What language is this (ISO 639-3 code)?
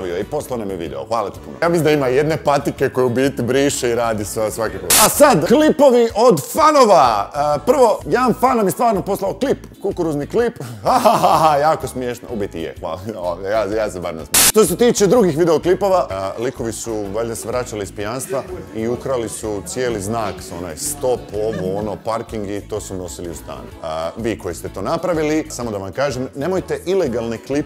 hrv